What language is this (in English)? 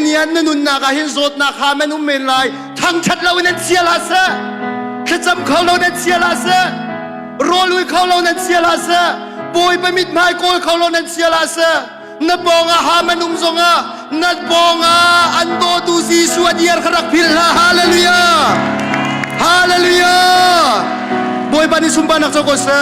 Hakha Chin